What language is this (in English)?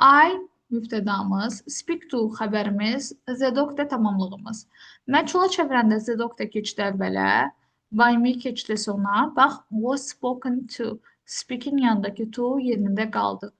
Azerbaijani